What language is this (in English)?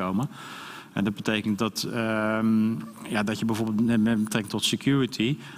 Dutch